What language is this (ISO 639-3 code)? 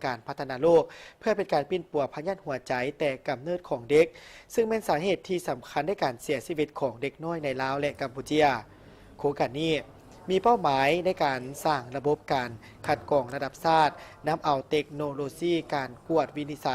lao